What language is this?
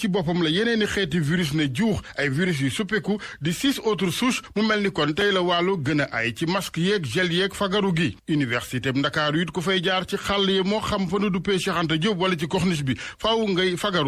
Wolof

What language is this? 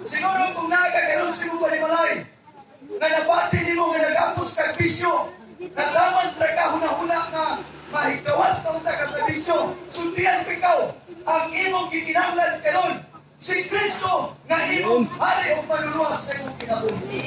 Cebuano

